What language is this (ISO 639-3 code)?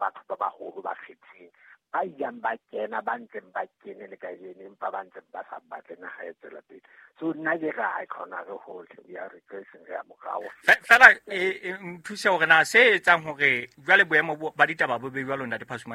sot